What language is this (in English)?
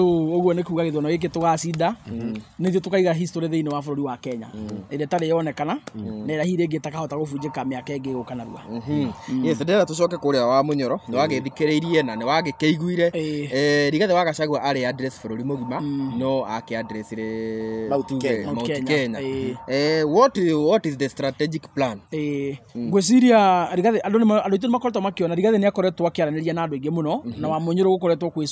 Kikuyu